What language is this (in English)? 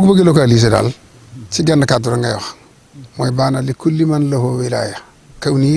Wolof